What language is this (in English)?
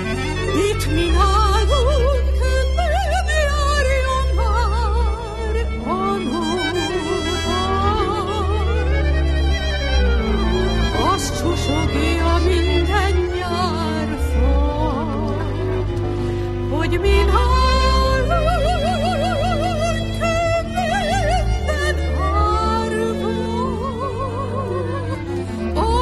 Hungarian